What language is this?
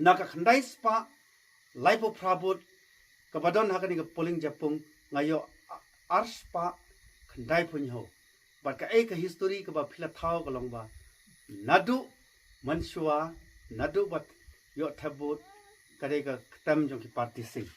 Khasi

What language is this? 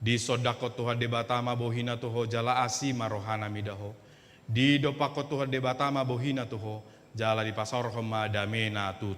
Batak Toba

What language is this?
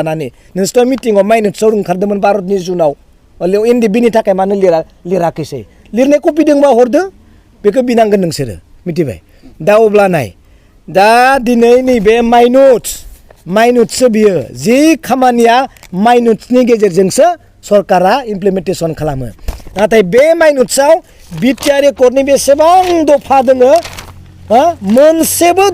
Bodo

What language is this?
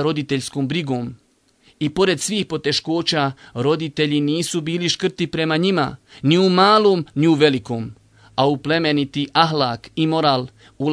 Bosnian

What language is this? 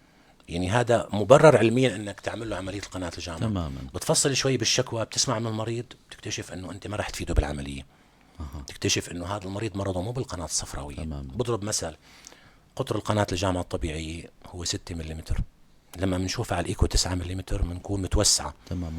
North Levantine Arabic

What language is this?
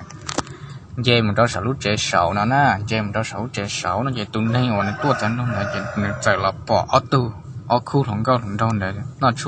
Hmong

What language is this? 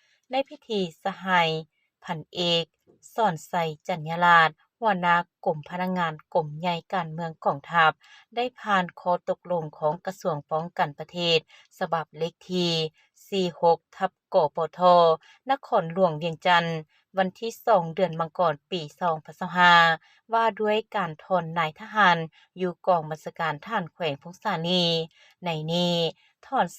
Lao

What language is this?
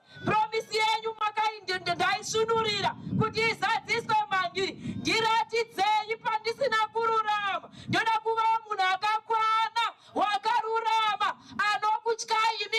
Shona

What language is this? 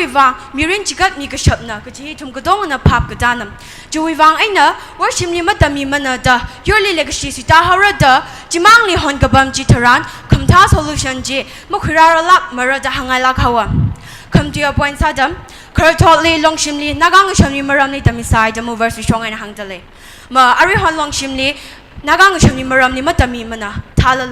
Tangkhul Naga (India)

